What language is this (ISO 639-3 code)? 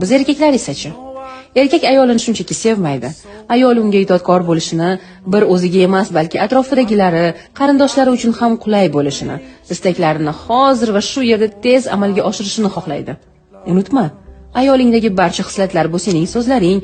uzb